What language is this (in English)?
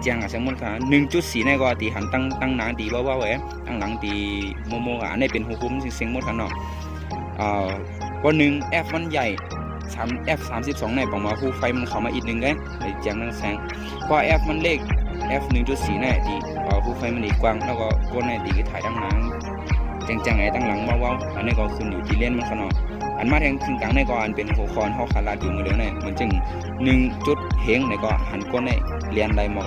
Shan